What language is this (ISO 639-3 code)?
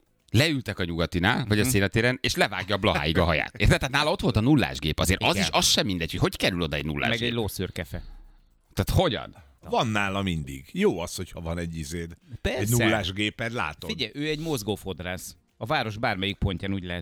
hun